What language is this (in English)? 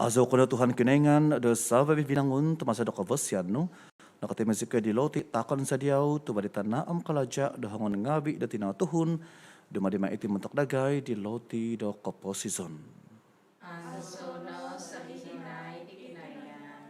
Central Dusun